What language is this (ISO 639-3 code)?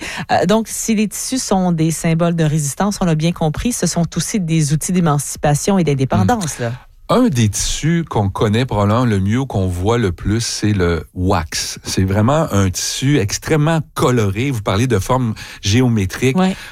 fra